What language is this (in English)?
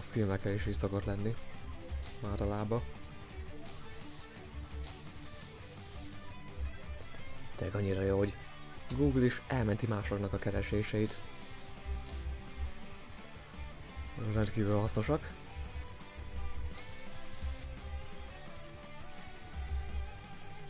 Hungarian